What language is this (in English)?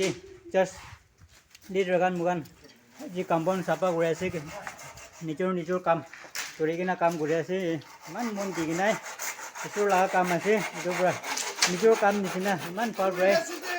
Naga Pidgin